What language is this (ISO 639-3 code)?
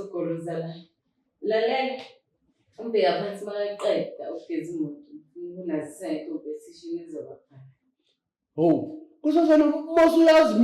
zul